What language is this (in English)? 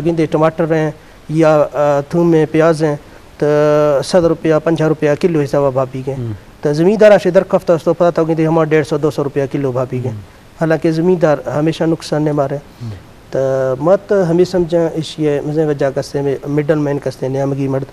Eastern Balochi